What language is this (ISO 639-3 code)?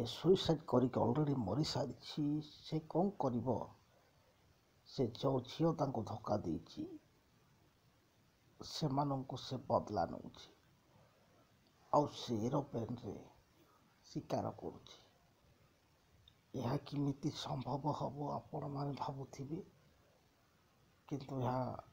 ori